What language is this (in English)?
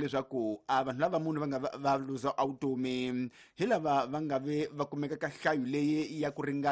Tsonga